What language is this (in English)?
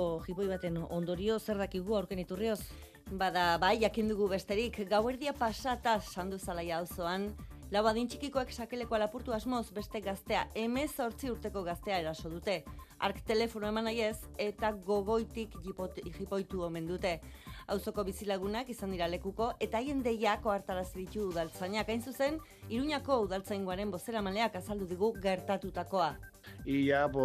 Basque